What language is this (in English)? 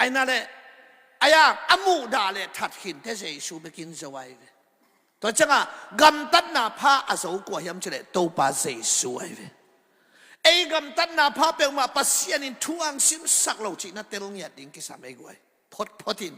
Tedim Chin